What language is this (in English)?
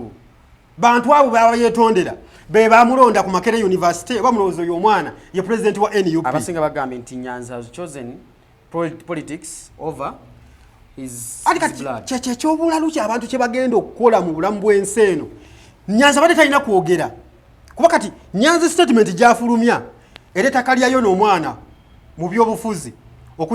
Ganda